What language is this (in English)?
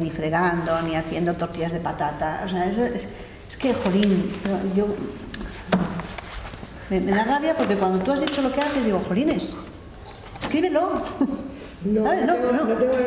Spanish